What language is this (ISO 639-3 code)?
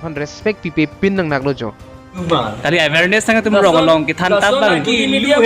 mjw